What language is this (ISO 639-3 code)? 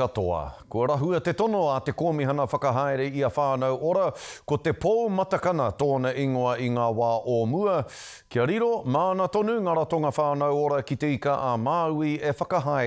mri